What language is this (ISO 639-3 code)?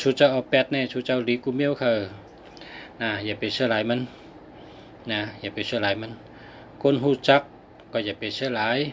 shn